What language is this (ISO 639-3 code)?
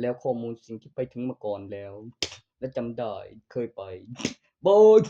tts